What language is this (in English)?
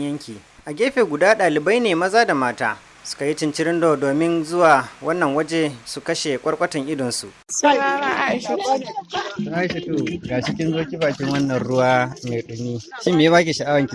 Hausa